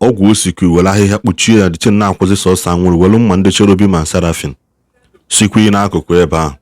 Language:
Igbo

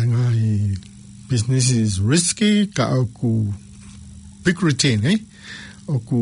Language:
Tongan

